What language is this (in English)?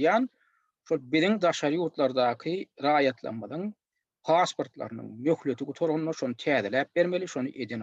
Turkmen